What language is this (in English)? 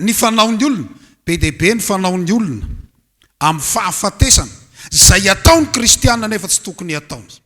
Malagasy